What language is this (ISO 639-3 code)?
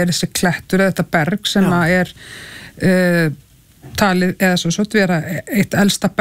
isl